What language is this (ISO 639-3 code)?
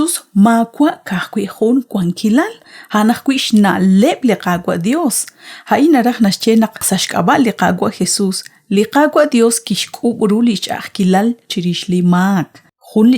kek